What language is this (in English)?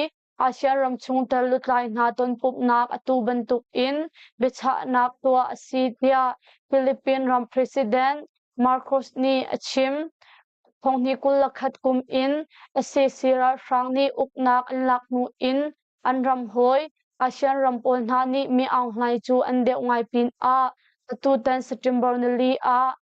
Hakha Chin